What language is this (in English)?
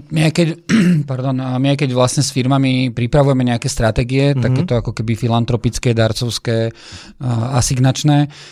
Slovak